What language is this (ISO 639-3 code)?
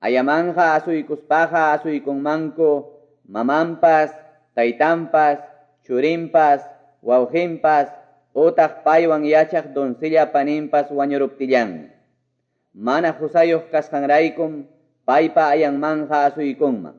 que